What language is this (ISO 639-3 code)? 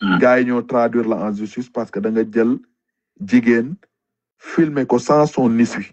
wol